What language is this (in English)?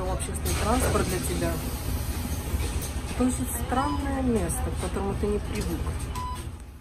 Russian